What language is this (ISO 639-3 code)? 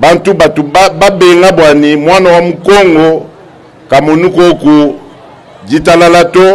lua